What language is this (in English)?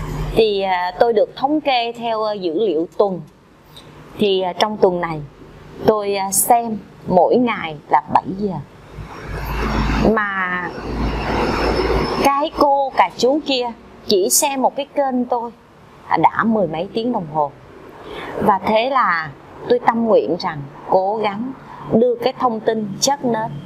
Vietnamese